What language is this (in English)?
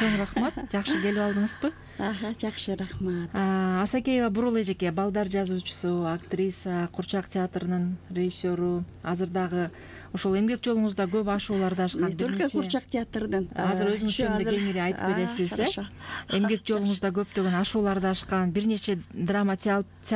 Kyrgyz